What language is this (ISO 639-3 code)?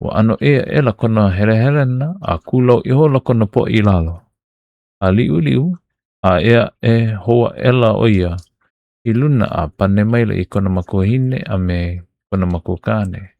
haw